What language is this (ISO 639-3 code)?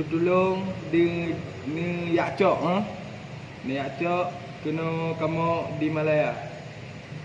ace